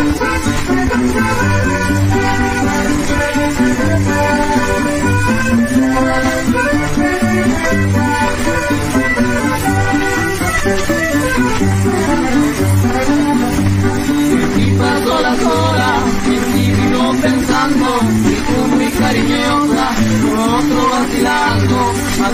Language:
Spanish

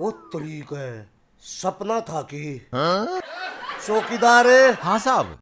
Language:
Haryanvi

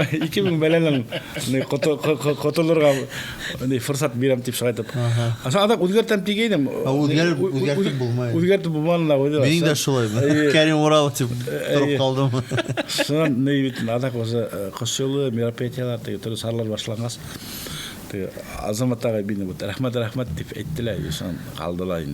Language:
Bashkir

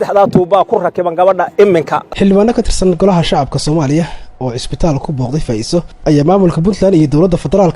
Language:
Somali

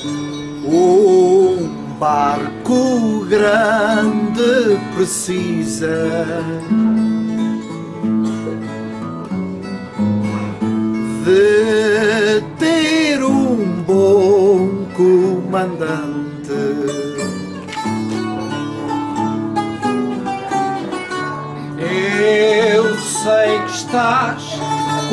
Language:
Portuguese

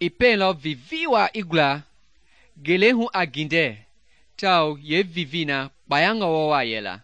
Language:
Mende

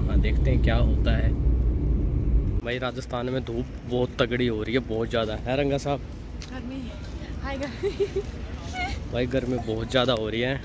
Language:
Hindi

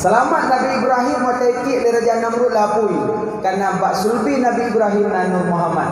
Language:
Achinese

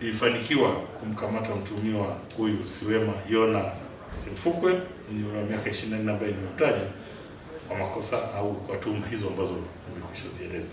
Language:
Swahili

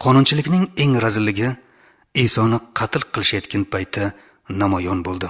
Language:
Uzbek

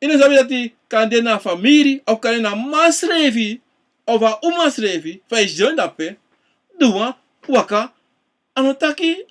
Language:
Sranan Tongo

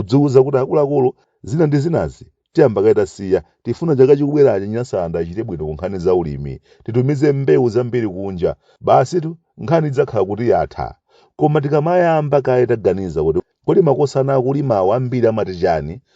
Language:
Nyanja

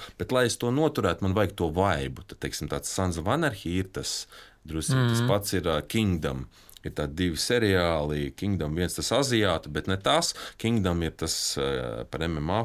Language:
Latvian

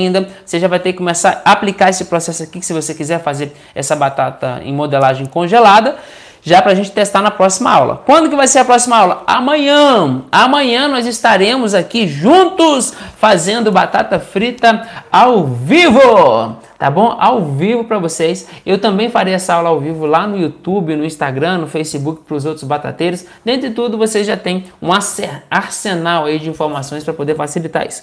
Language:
Portuguese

